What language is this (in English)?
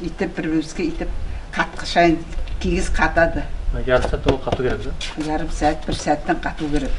Nogai